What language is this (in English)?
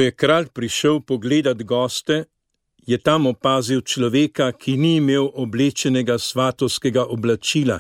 Slovenian